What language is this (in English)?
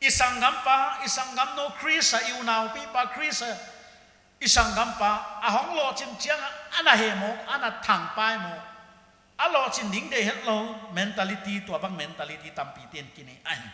Paite Chin